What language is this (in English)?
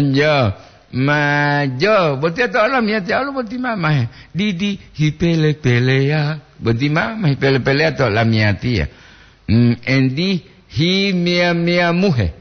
Gorontalo